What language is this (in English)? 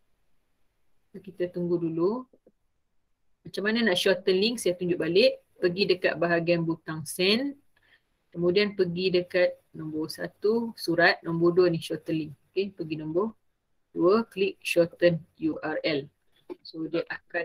Malay